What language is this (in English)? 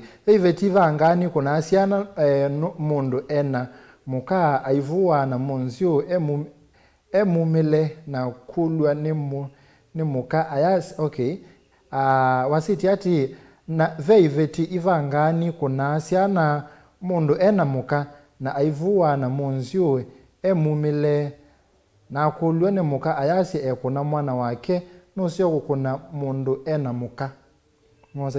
Kamba